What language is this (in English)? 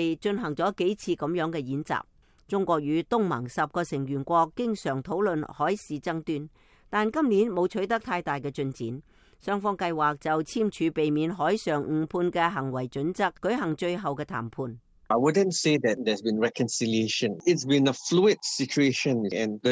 Cantonese